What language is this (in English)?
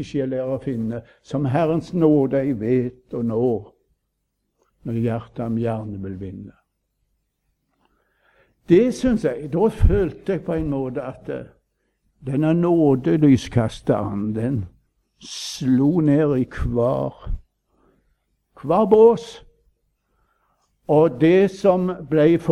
Norwegian